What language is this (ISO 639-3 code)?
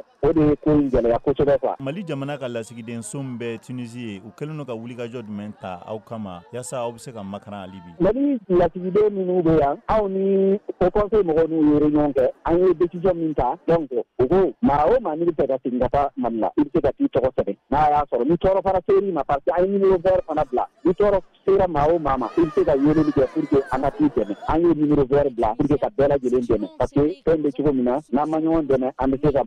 bam